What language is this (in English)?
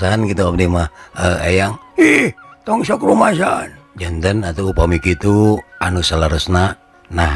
Sundanese